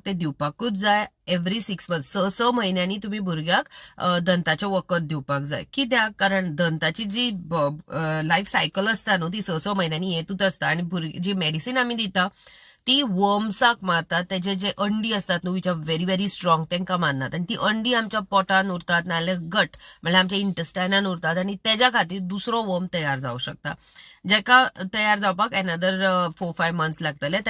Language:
Konkani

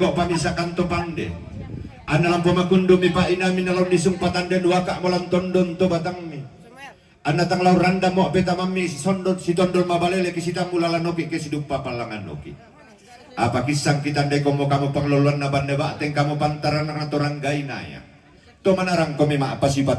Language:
Toraja-Sa'dan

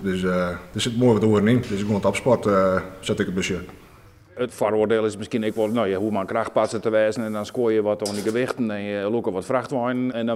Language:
Western Frisian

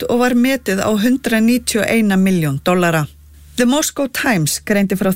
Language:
Icelandic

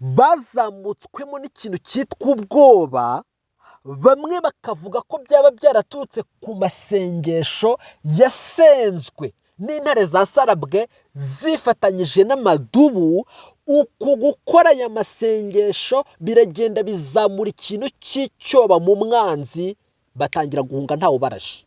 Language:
Kinyarwanda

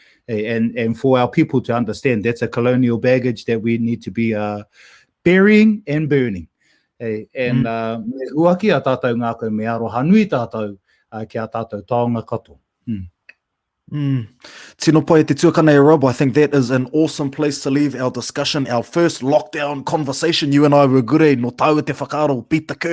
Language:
Māori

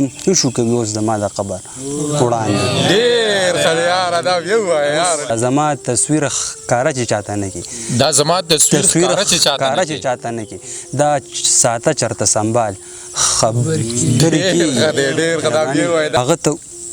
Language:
Pashto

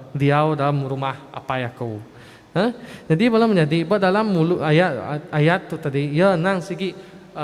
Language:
Iban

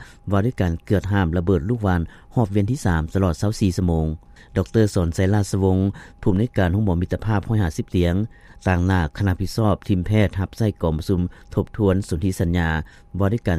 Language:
Lao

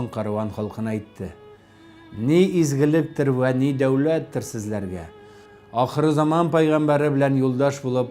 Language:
Tatar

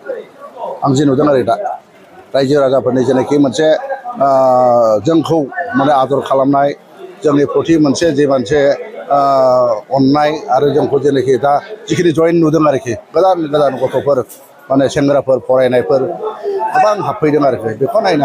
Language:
Bodo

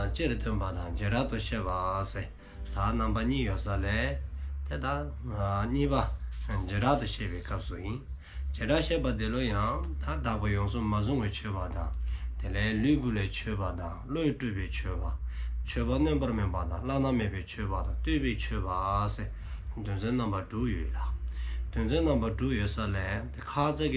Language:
Dzongkha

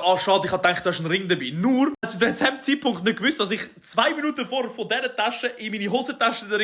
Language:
Swiss German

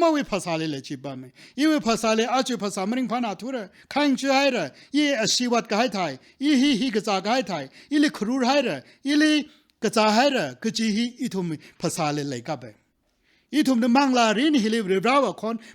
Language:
Tangkhul Naga (India)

